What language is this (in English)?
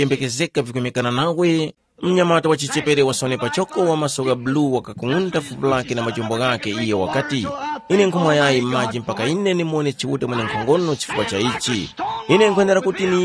Tumbuka